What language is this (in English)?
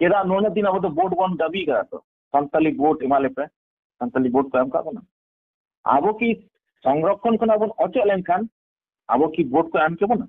Santali